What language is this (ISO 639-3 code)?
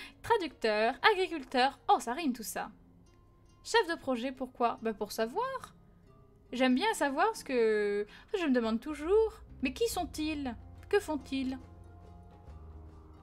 fra